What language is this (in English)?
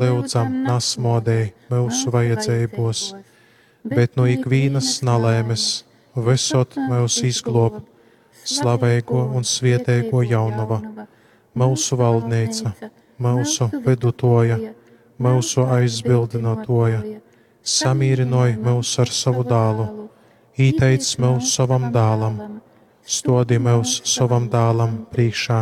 Latgalian